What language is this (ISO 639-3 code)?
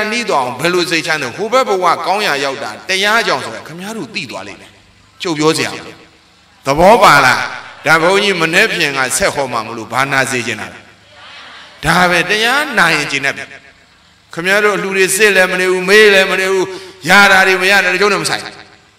mya